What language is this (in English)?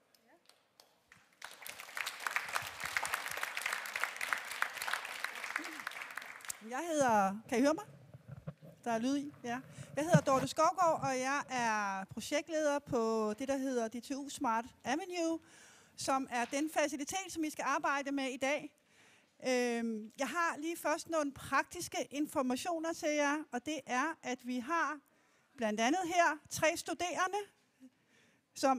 Danish